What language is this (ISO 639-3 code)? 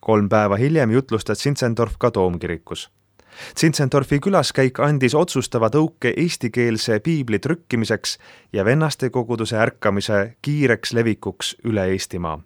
est